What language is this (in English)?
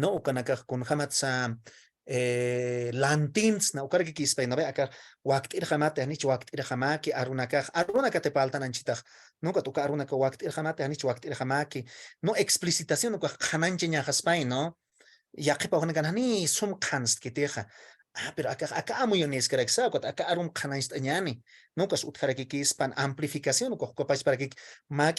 Aymara